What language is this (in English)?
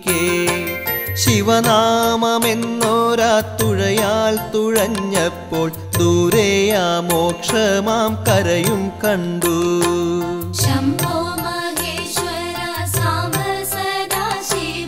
Malayalam